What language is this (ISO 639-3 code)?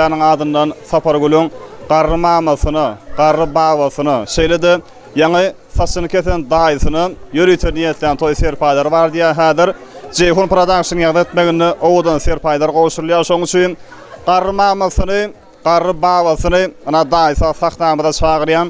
tuk